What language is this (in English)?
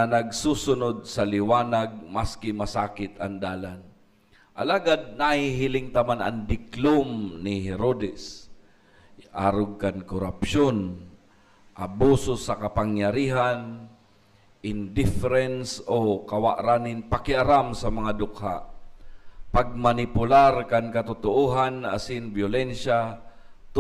Bikol